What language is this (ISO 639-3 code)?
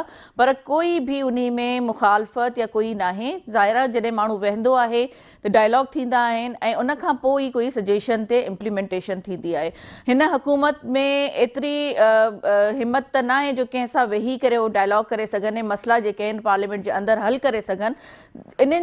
snd